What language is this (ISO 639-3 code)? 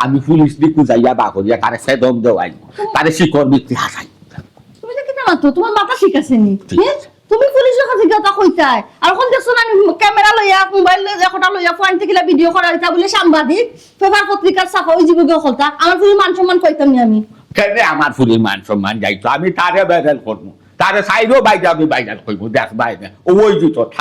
syl